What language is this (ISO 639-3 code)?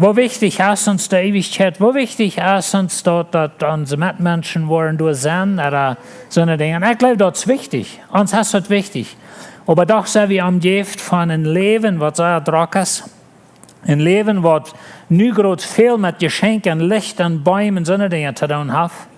pdt